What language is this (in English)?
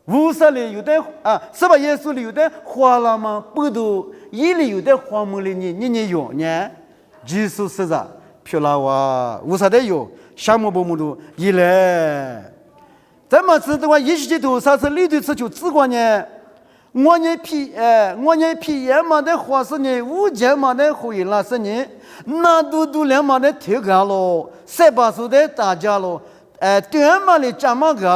Lisu